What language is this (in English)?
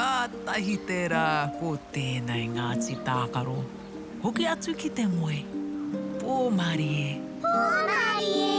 Māori